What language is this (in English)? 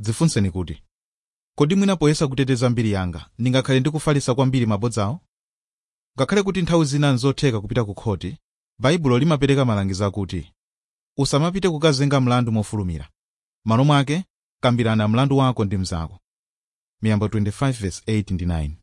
Nyanja